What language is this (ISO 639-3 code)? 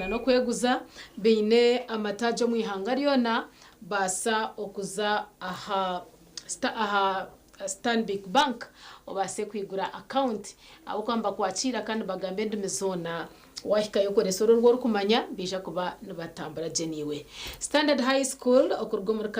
nyn